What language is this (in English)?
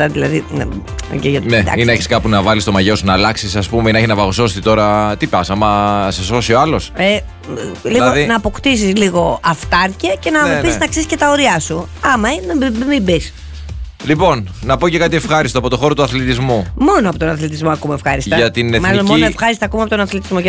Greek